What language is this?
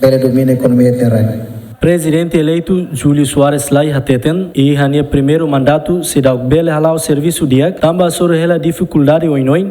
Tetum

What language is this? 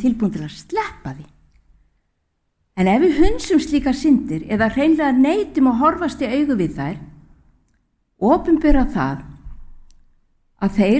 Icelandic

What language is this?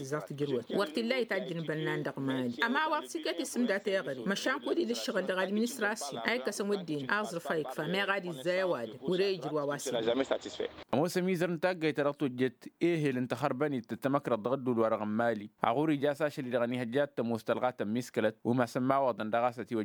Tamasheq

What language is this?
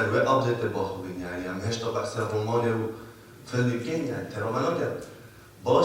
Kurdish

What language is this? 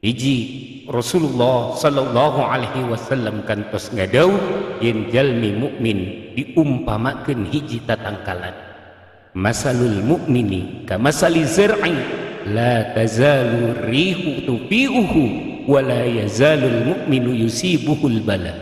Sundanese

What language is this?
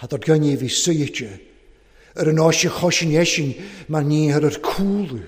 Welsh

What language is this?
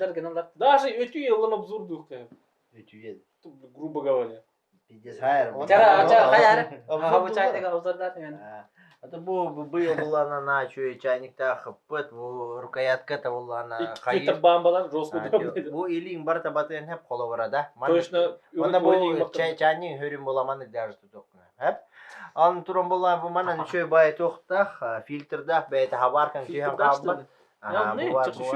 Yakut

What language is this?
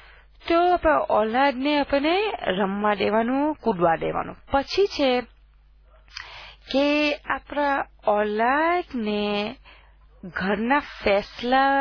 Gujarati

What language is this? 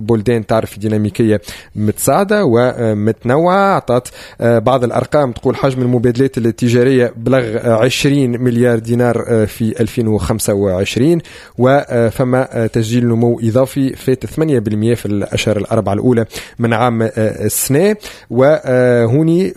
Tunisian Arabic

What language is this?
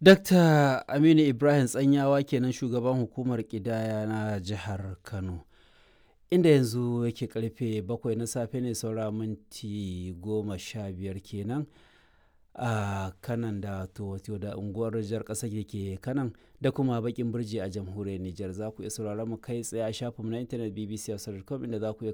Hausa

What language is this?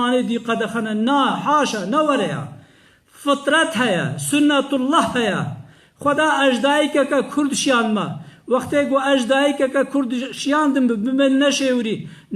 Kurdish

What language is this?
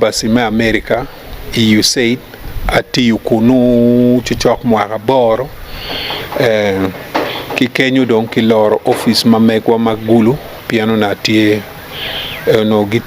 Acoli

